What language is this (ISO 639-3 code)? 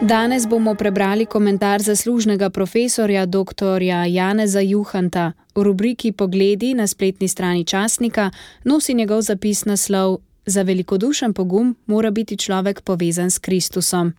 slv